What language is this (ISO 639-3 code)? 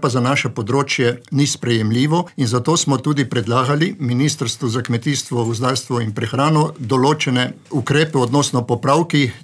slv